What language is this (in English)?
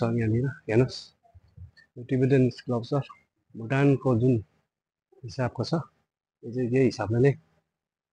Nepali